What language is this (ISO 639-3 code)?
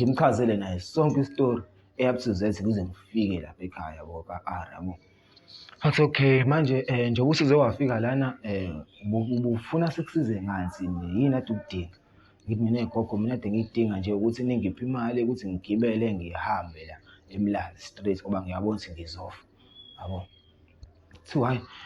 zul